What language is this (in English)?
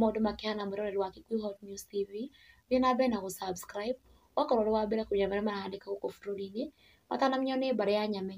Kikuyu